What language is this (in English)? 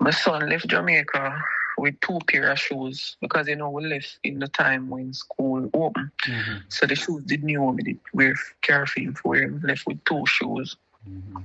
Jamaican Creole English